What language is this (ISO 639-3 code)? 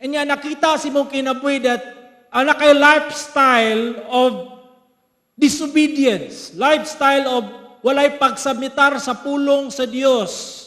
ceb